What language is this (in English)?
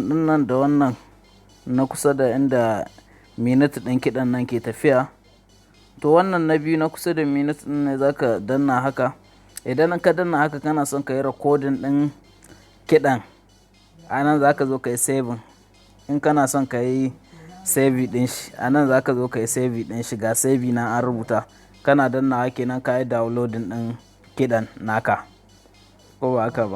Hausa